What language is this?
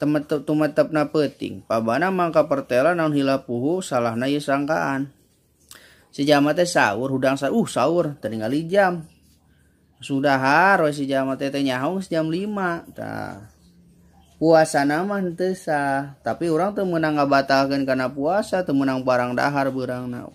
Sundanese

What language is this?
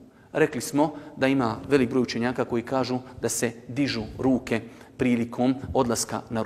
Bosnian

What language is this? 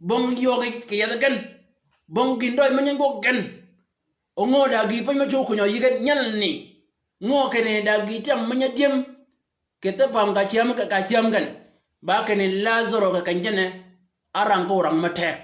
Shilluk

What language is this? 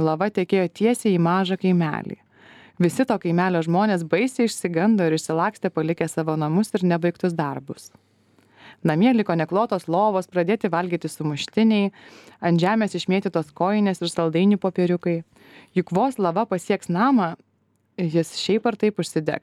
Lithuanian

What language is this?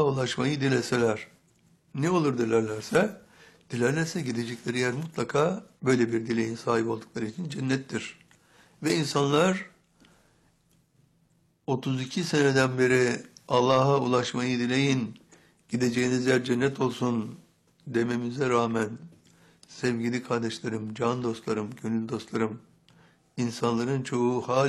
Turkish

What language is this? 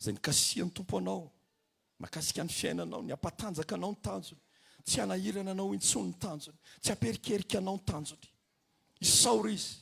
Malagasy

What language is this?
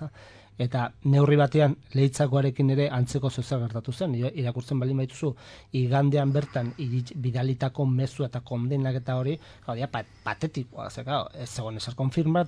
Basque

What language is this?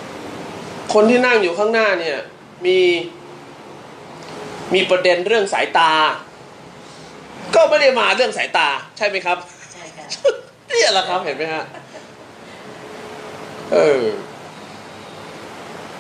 Thai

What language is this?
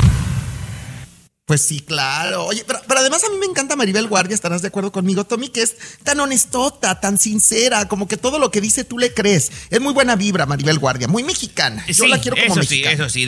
Spanish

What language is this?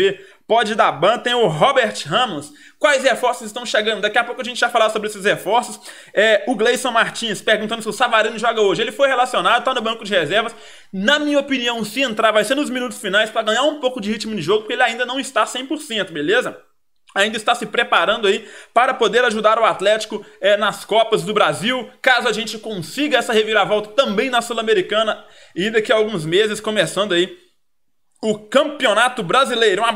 Portuguese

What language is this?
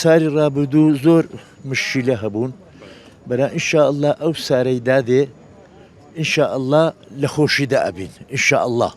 Central Kurdish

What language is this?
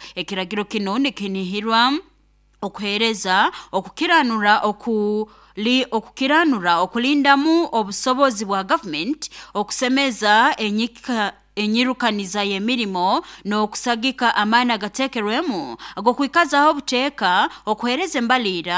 Nyoro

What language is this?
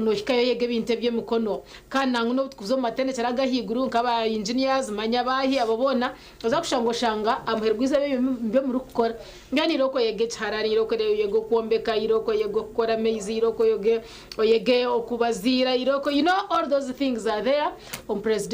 Nyankole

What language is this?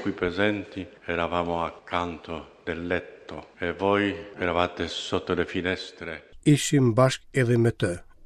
Albanian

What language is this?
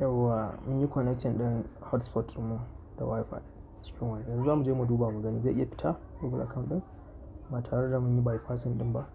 Hausa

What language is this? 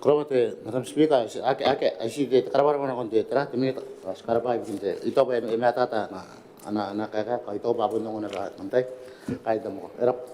Gilbertese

